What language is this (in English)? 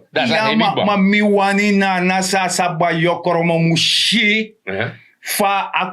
Sranan Tongo